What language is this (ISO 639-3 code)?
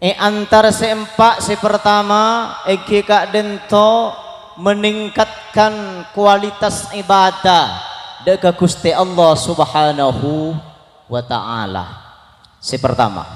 mad